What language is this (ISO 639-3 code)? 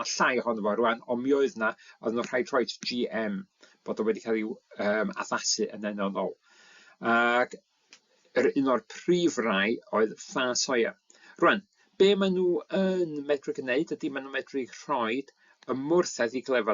cym